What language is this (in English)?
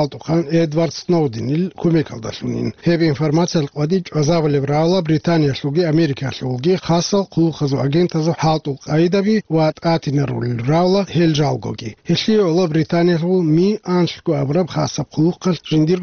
Avaric